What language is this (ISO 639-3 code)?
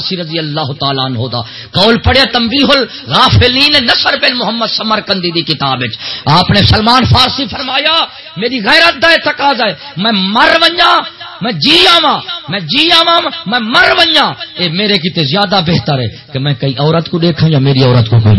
skr